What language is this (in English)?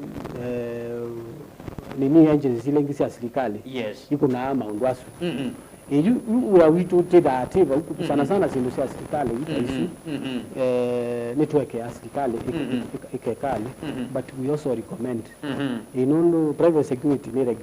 Kamba